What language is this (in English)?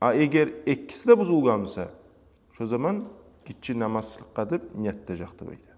Kumyk